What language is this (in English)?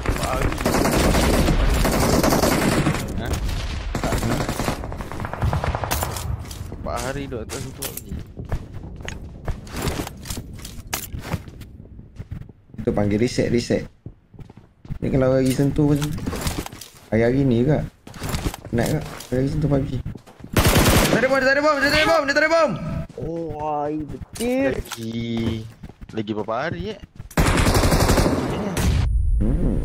Malay